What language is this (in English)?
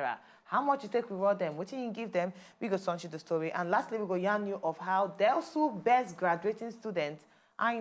Nigerian Pidgin